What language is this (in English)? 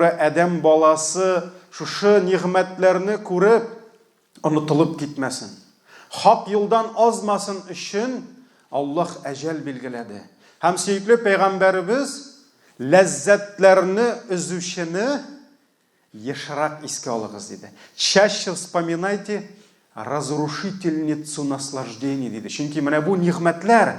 Tatar